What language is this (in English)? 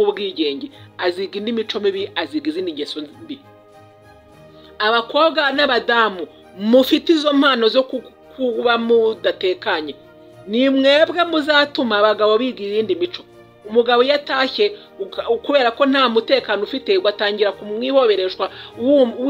Kinyarwanda